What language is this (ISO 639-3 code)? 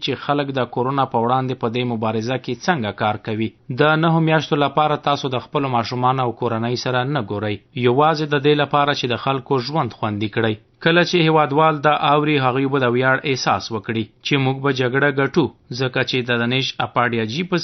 pus